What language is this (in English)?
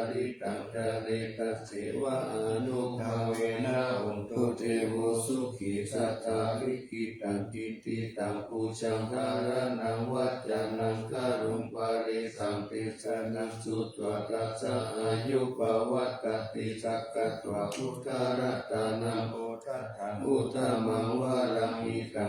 Pali